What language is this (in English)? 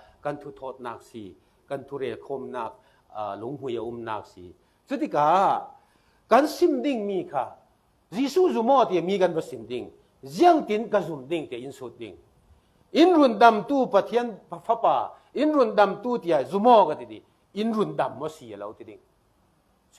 Falam Chin